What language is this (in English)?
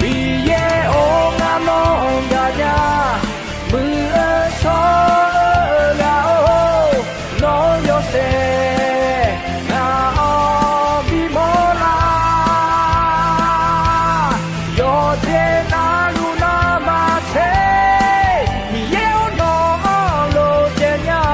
Akha